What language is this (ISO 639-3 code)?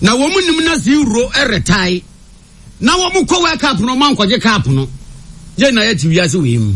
aka